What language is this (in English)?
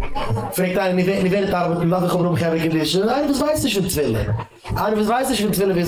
Yiddish